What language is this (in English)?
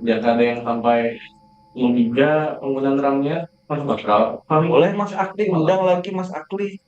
Banjar